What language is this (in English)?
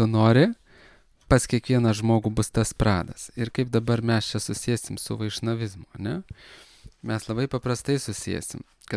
Lithuanian